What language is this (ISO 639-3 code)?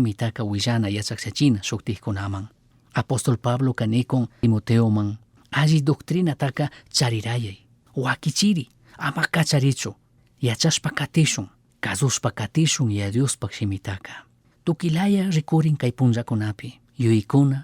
qug